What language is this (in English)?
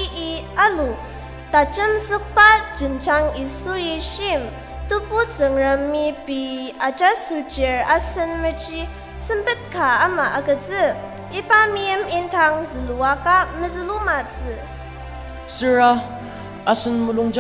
Ao Naga